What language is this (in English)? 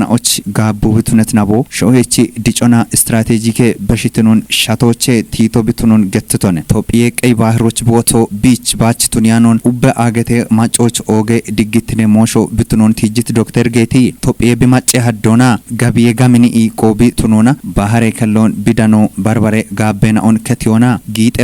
Kafa